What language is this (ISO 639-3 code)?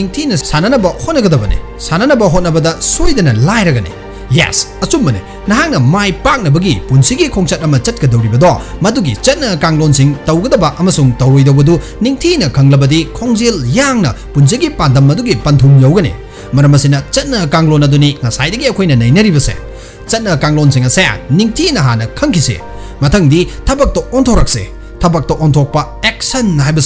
mni